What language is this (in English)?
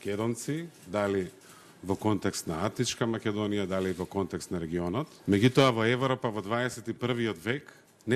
Macedonian